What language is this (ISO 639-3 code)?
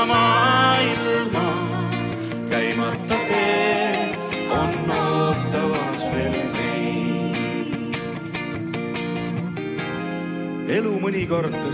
est